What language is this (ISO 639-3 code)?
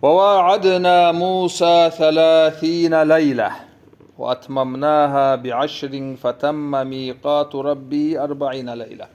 kum